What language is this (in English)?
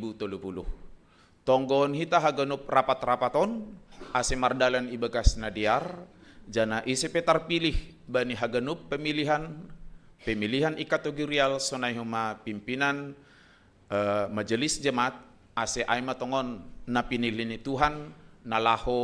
Batak Simalungun